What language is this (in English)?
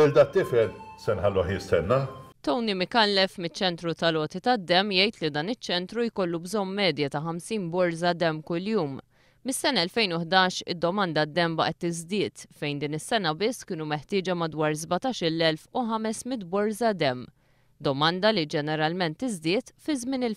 Maltese